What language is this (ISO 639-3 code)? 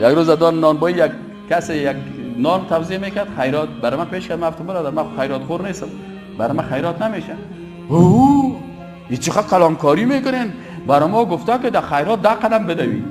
fas